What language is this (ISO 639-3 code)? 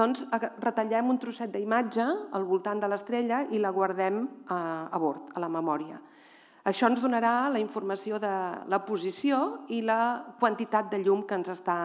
cat